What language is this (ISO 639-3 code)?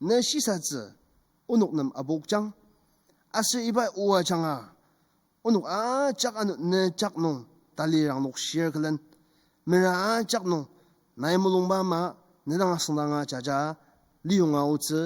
njo